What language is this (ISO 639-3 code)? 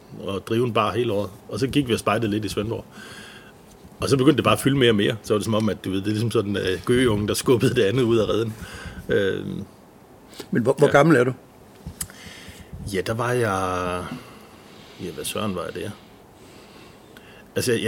dan